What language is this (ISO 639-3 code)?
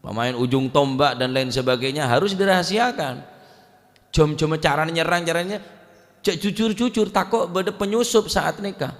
mad